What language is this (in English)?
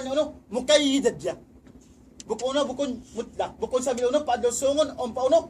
Tausug